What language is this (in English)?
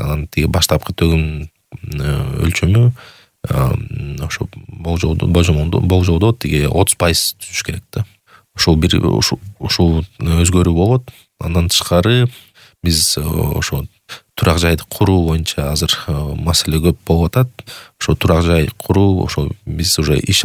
Kyrgyz